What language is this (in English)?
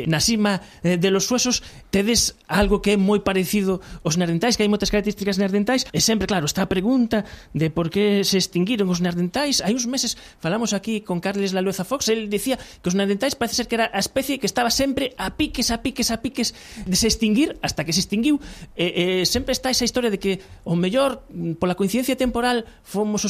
Galician